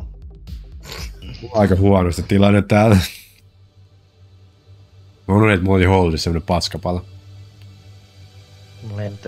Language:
Finnish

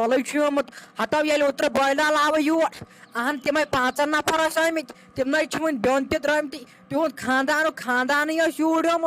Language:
Kashmiri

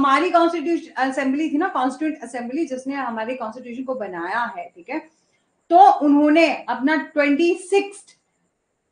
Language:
Hindi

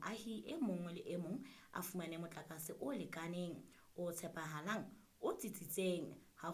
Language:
Southern Sotho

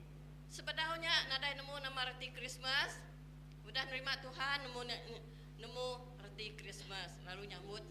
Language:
Iban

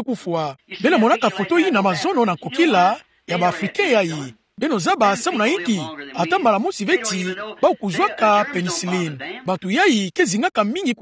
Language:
Kituba (Democratic Republic of Congo)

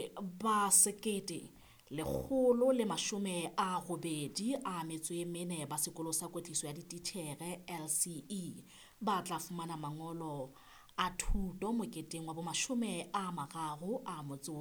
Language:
Southern Sotho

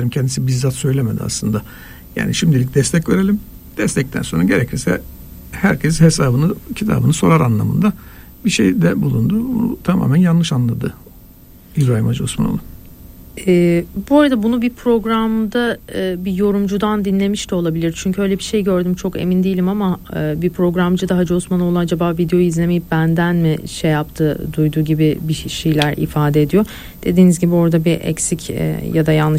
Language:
Turkish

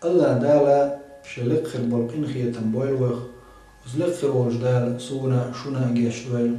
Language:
Chechen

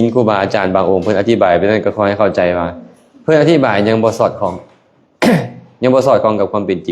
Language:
Lao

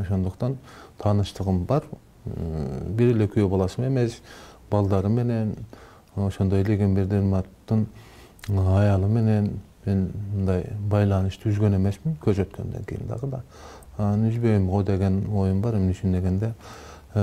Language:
Kyrgyz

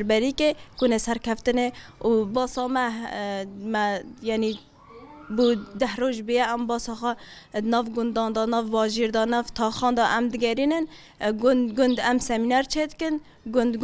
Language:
Kurdish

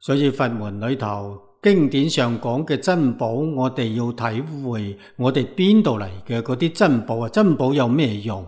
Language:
Cantonese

